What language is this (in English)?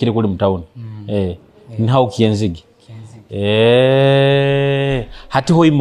Nyoro